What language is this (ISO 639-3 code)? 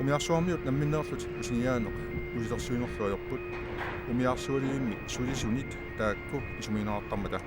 kal